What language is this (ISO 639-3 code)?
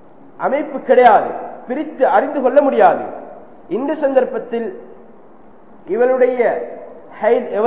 tam